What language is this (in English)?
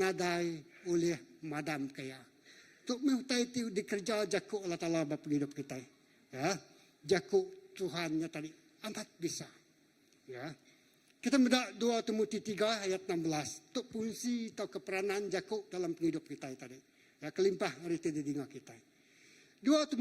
Iban